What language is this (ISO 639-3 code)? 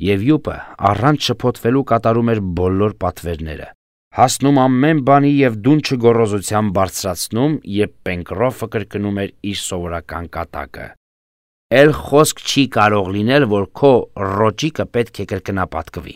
hye